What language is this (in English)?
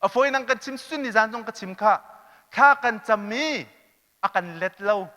Hakha Chin